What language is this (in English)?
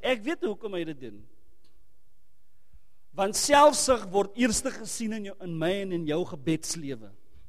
Afrikaans